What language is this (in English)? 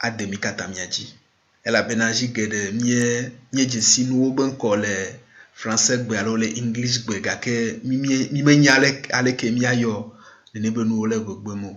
Ewe